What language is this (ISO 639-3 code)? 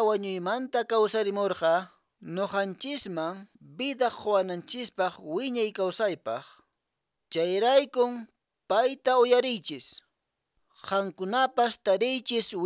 que